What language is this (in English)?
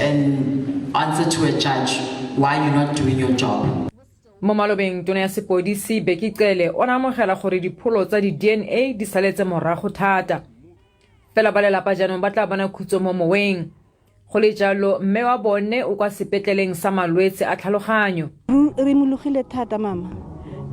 Tswana